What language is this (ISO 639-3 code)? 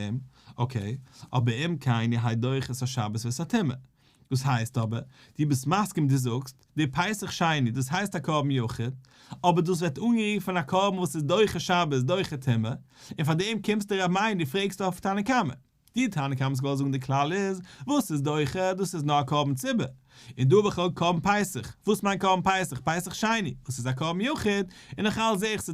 yid